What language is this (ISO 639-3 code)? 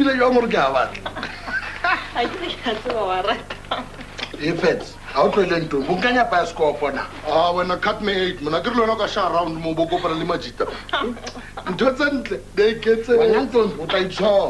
sot